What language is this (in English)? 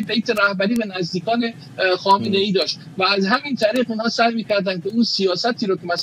Persian